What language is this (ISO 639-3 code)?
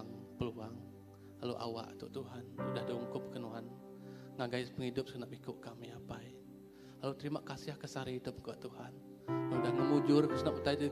iba